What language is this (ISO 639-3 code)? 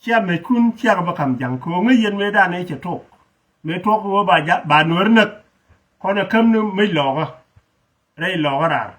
nus